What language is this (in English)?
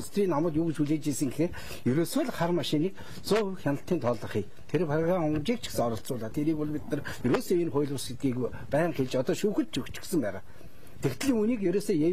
Mongolian